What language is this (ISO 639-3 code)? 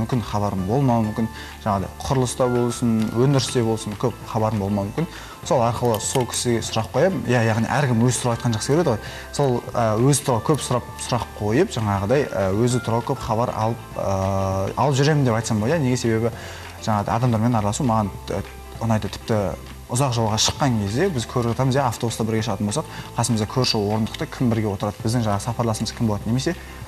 kaz